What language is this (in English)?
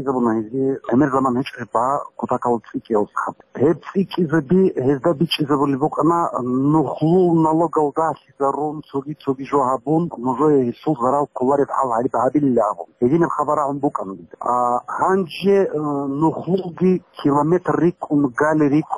Avaric